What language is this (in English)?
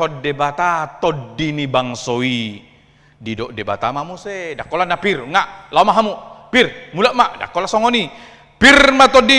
Batak Toba